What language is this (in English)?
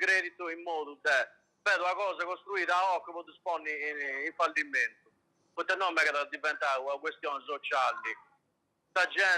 Sardinian